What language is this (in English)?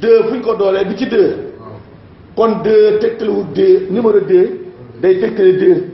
Wolof